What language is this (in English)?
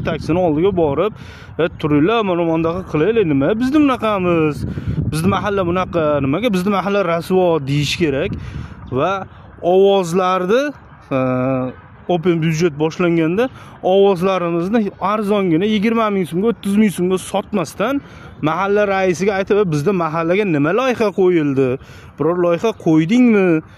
Uzbek